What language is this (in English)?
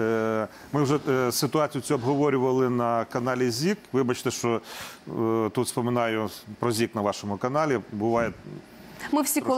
Ukrainian